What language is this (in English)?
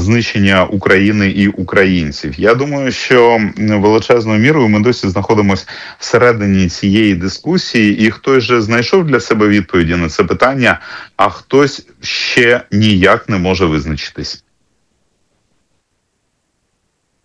Ukrainian